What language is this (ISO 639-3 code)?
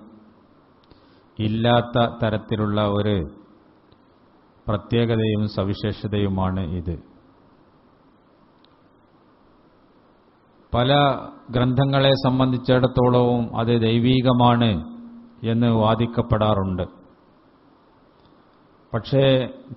mal